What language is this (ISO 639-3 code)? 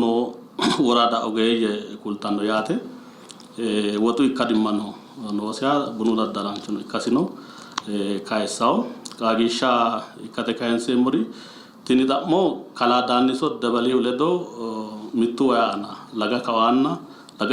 sid